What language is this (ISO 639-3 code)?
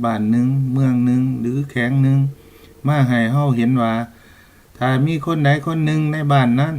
lao